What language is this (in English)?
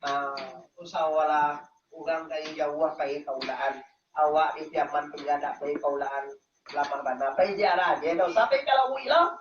Minangkabau